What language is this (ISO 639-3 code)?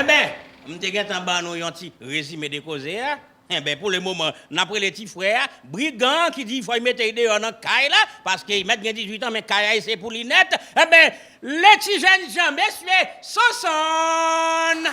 hat